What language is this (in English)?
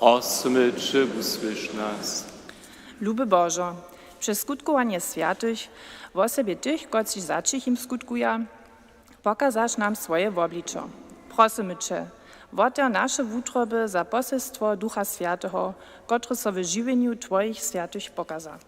Upper Sorbian